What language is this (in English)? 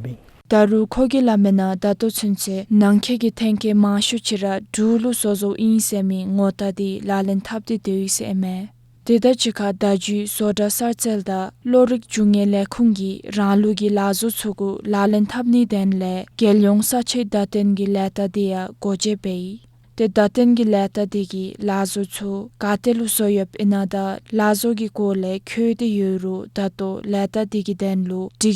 Dzongkha